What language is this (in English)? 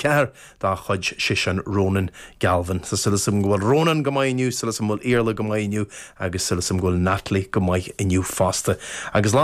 Irish